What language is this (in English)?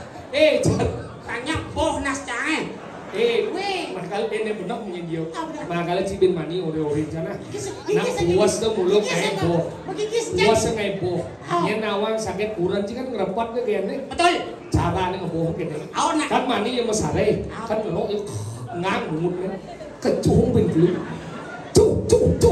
Balinese